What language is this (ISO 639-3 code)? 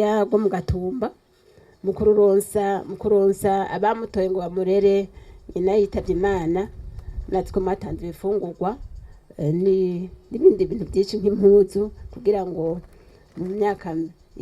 run